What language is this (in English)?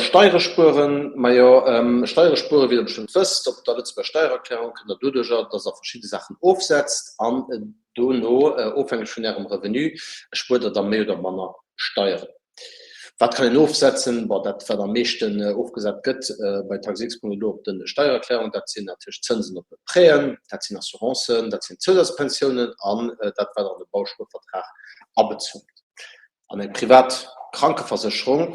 Luxembourgish